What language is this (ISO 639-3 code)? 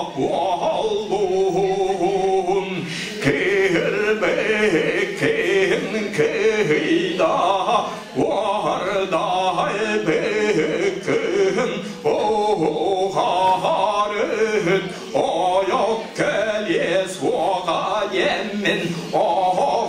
sah